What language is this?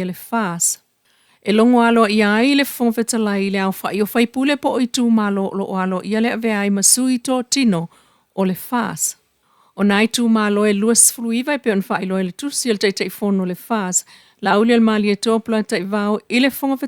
Samoan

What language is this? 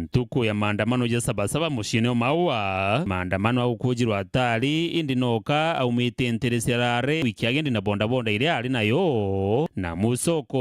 Meru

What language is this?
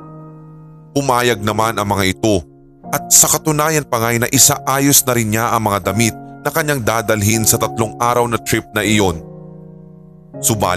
Filipino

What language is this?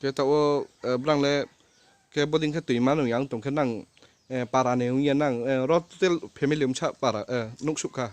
Kok Borok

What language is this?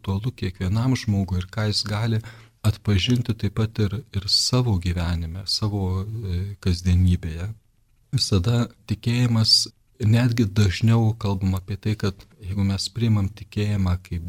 Lithuanian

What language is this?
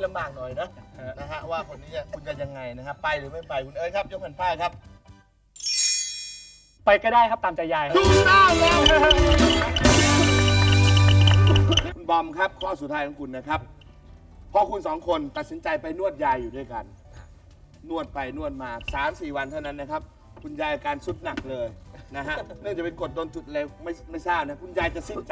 Thai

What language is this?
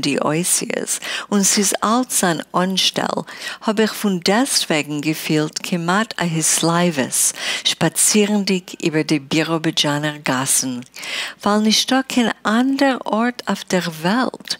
Yiddish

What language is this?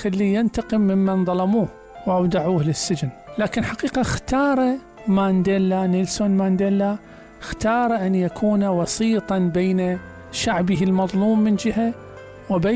Mesopotamian Arabic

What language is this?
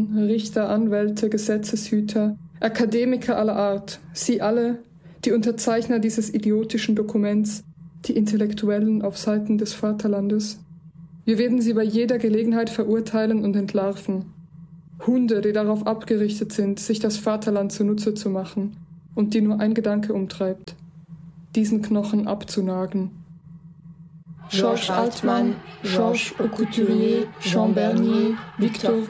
German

